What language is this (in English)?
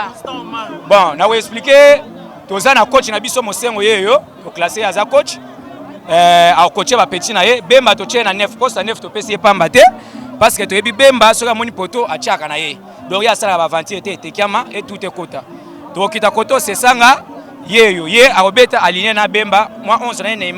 Lingala